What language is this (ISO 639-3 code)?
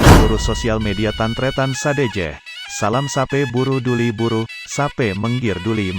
mad